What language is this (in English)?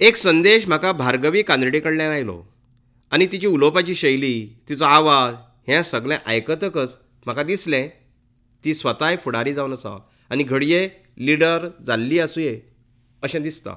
Konkani